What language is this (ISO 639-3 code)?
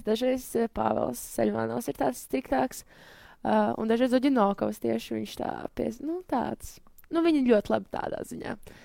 lav